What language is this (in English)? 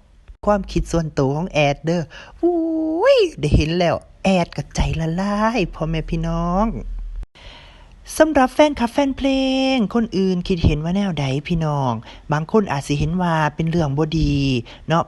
Lao